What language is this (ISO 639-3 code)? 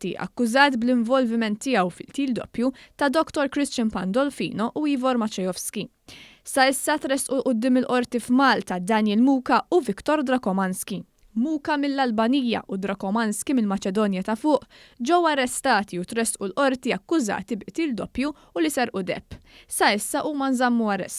mlt